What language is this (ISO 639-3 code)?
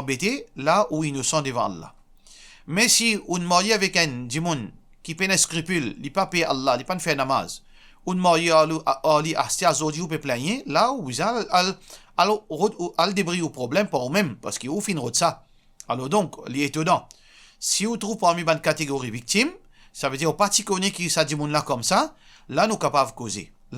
mfe